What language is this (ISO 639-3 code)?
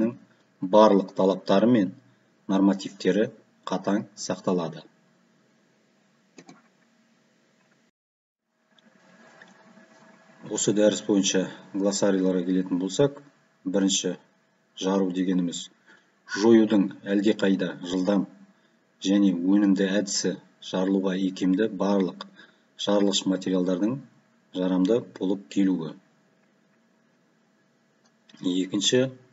kaz